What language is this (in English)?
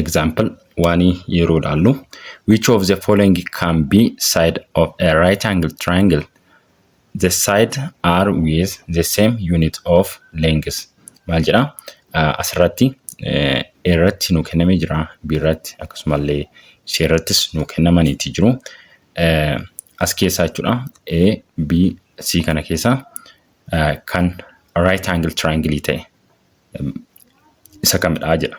Oromo